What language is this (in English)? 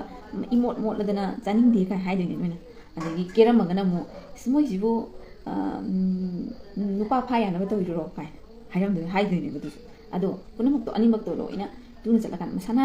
Manipuri